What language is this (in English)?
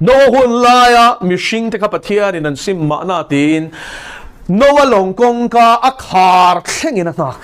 Mizo